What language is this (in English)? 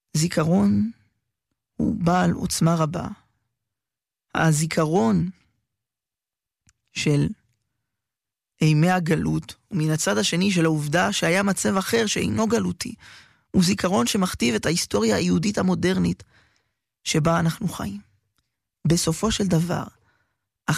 Hebrew